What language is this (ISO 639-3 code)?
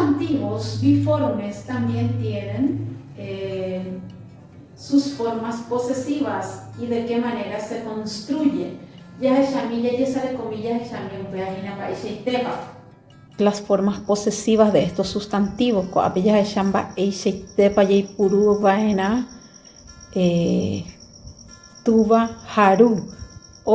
grn